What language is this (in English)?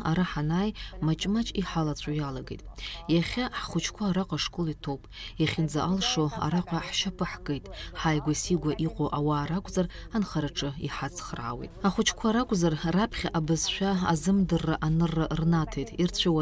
Abkhazian